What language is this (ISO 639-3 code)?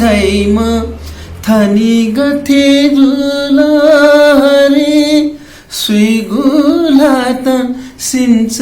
new